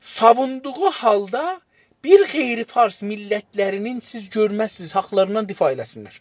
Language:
South Azerbaijani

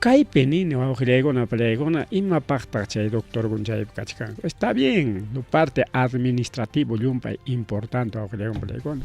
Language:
Ayacucho Quechua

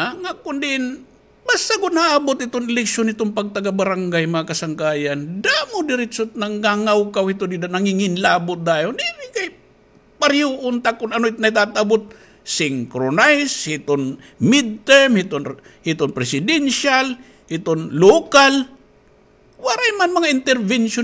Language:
Waray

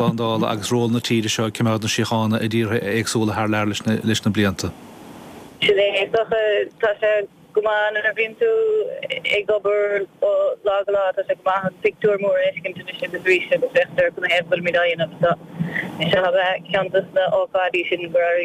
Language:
Irish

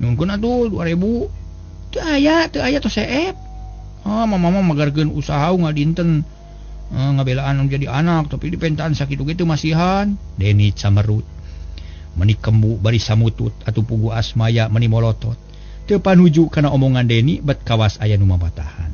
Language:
Sundanese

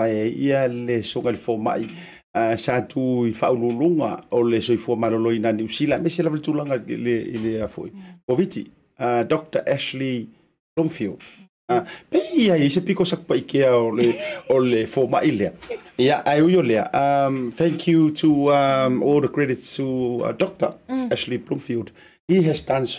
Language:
Samoan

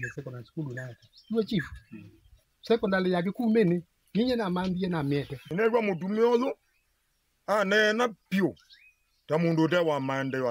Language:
Kamba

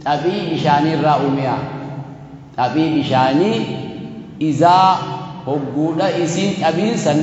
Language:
Oromo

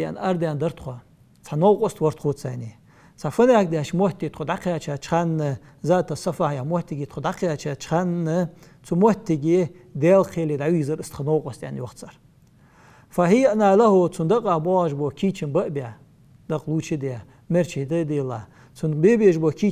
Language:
Ingush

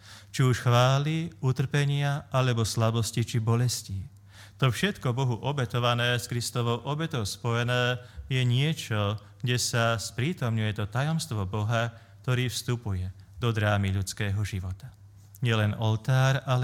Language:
Slovak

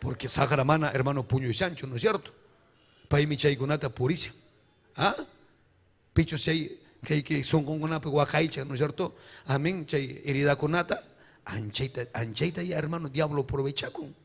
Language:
Ayacucho Quechua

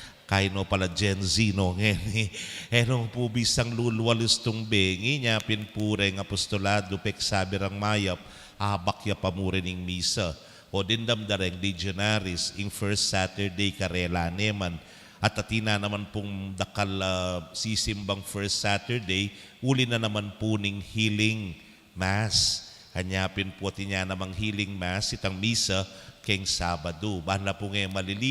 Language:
Pampanga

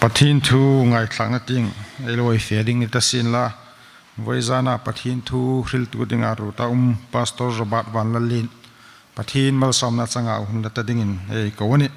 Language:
Hmar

